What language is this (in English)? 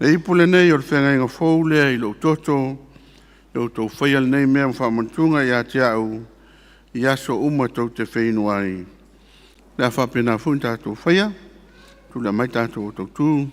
Samoan